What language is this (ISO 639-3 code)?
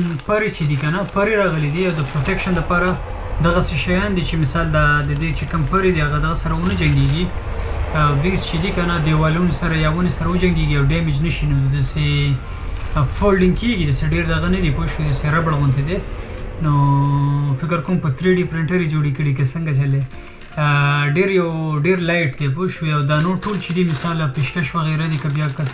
pus